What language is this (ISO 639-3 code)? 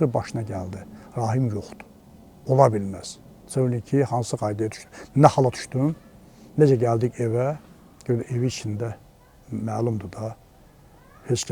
aze